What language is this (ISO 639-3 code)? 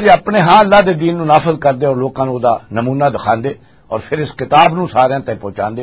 lah